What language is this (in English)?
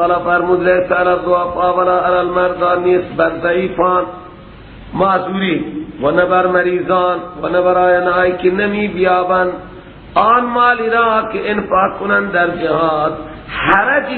Persian